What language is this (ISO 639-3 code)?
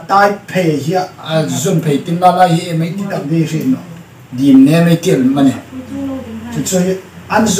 hmr